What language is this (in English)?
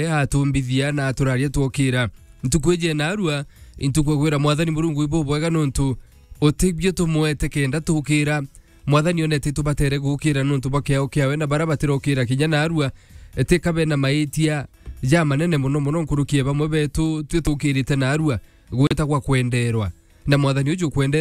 Meru